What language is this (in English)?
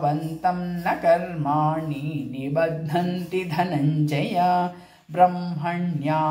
Sanskrit